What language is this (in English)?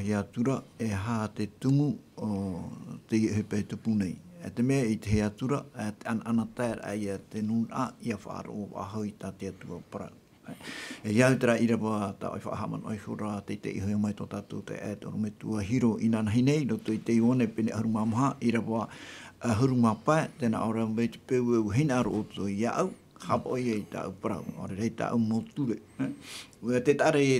Tahitian